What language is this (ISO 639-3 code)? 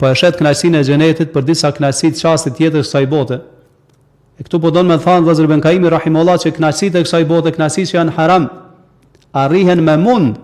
sqi